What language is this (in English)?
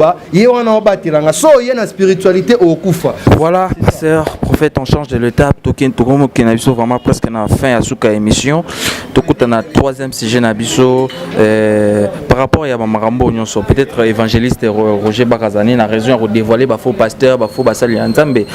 Lingala